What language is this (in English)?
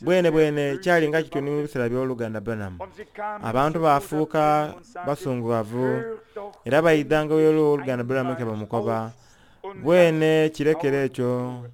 Soga